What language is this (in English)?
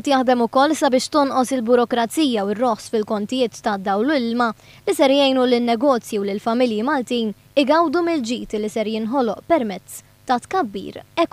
Maltese